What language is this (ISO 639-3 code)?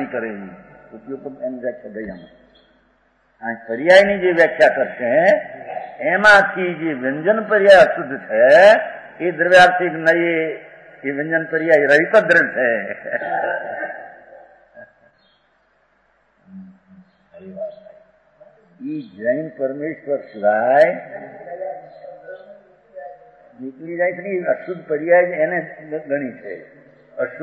guj